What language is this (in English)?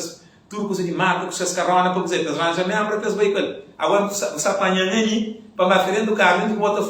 Kabuverdianu